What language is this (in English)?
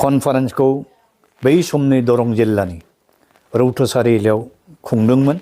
Bodo